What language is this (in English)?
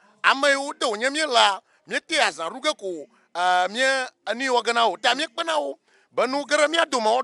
Ewe